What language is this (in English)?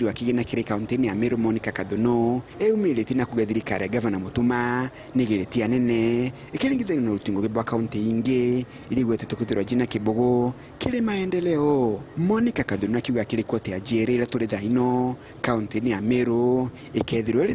Meru